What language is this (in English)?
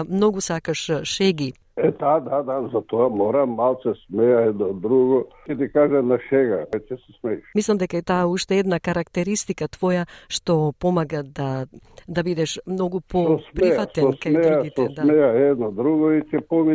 Macedonian